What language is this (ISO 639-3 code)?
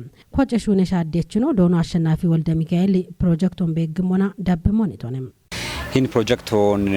kbr